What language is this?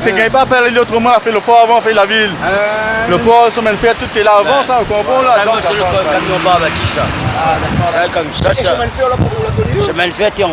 Réunion Creole French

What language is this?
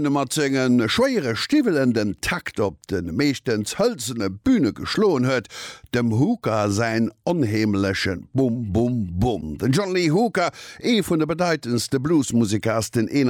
Luxembourgish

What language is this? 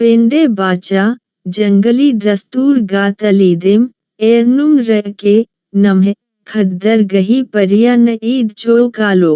Kurukh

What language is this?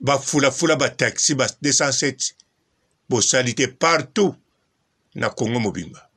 Lingala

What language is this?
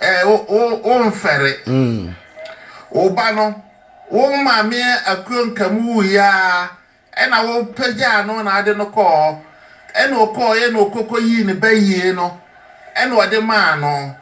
Akan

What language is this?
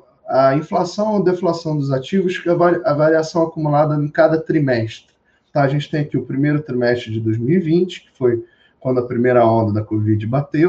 Portuguese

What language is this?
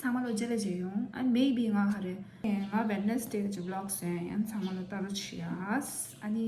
Tibetan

